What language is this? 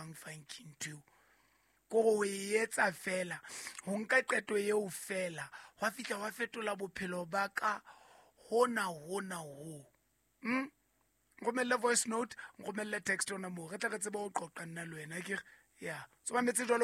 Southern Sotho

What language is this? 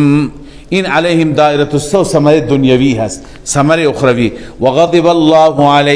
Persian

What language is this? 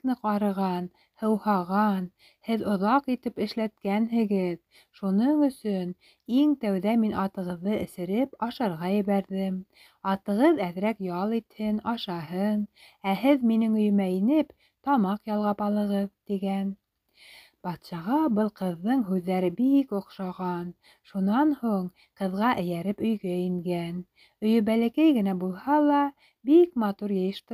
Bashkir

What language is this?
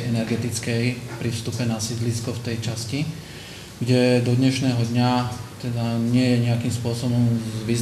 Slovak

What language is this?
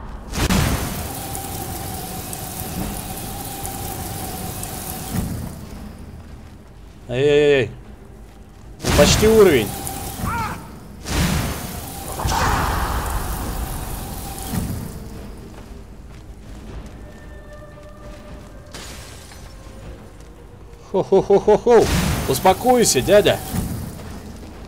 Russian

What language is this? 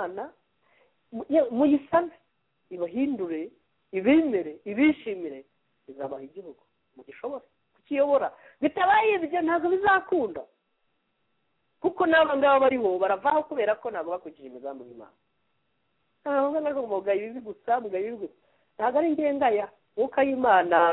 Kinyarwanda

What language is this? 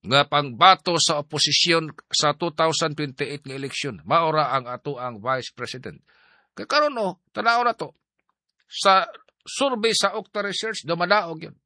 Cebuano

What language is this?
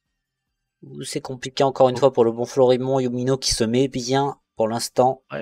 French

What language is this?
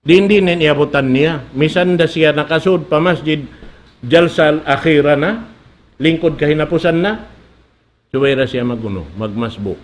Tausug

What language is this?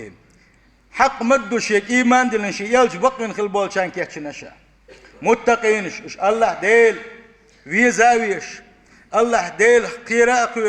Chechen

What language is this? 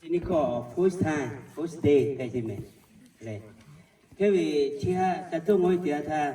Lahu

